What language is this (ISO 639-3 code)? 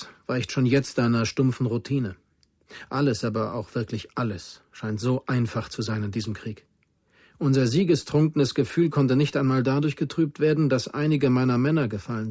bar